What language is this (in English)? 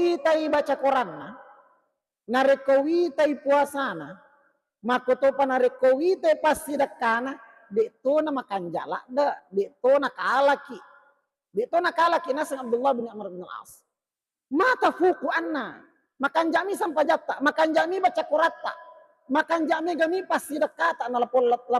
Buginese